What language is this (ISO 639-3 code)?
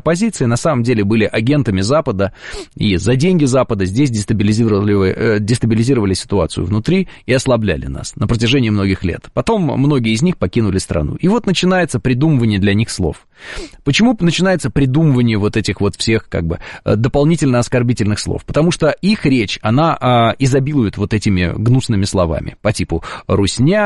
rus